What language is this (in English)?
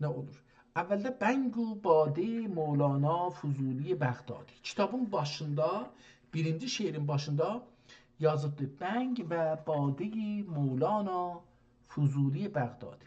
South Azerbaijani